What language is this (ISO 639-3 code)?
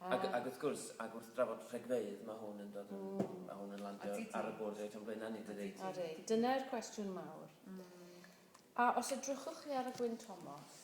cym